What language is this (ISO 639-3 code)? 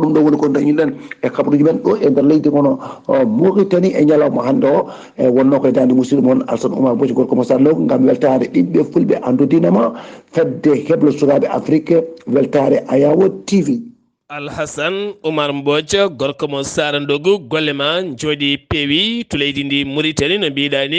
ful